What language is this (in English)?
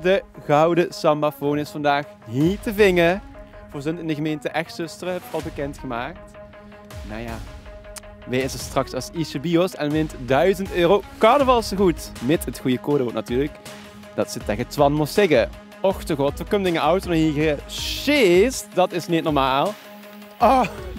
Limburgish